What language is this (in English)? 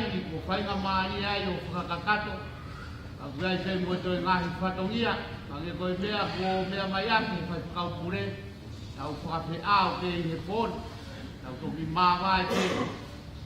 Tongan